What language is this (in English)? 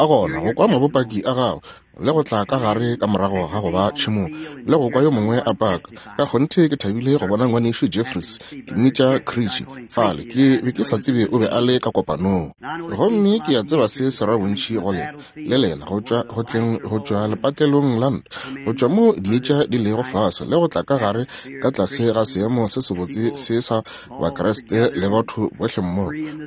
Northern Sotho